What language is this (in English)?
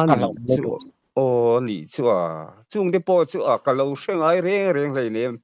Mizo